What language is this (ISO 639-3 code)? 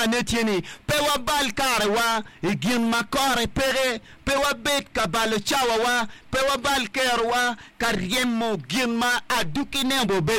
ach